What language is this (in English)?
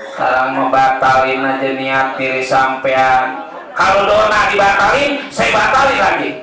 Betawi